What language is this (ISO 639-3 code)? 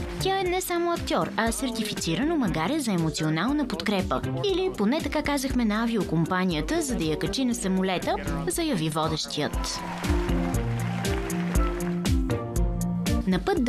bul